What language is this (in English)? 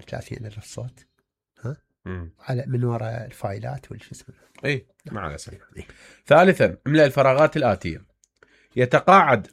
Mesopotamian Arabic